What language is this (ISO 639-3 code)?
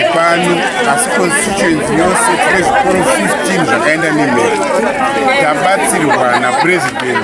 sna